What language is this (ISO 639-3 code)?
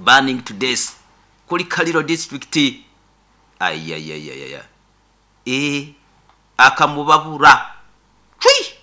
nyo